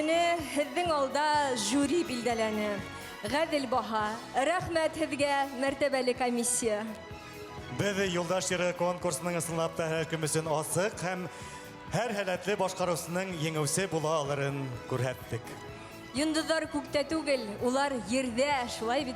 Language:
Bashkir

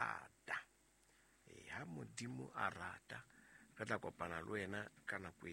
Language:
Southern Sotho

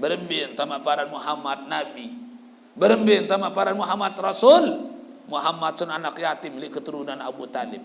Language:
Sasak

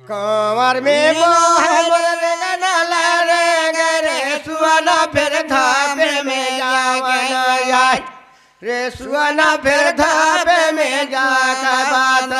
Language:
Chhattisgarhi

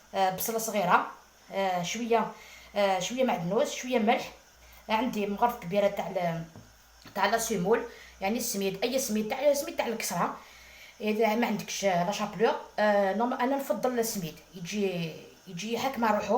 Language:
Algerian Arabic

